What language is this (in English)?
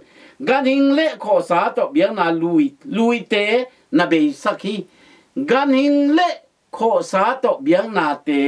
Tedim Chin